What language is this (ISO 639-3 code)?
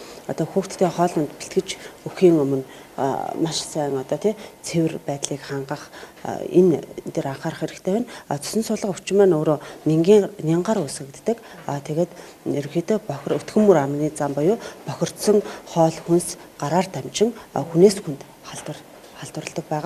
mon